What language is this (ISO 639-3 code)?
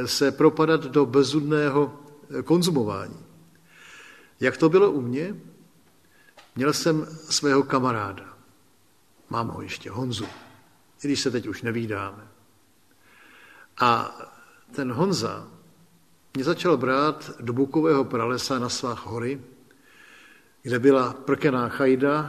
ces